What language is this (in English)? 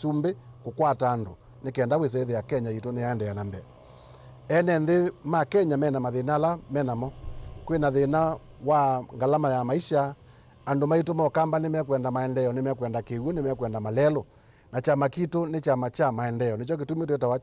Kamba